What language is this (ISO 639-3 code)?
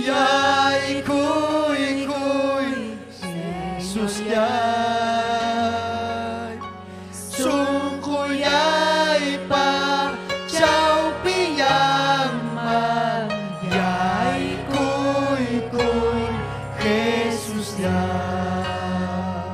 quy